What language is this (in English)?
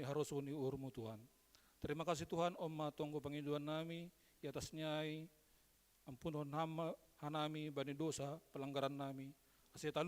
Batak Simalungun